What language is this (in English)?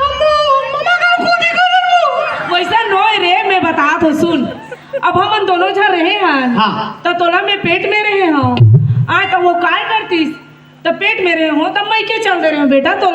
Chhattisgarhi